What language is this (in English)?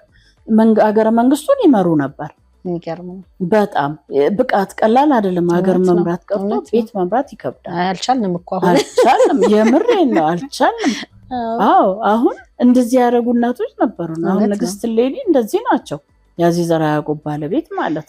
Amharic